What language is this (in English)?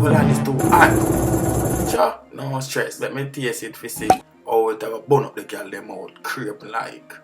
Jamaican Creole English